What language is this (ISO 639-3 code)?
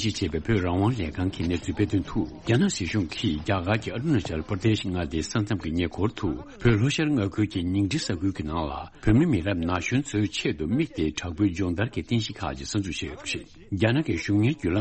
bod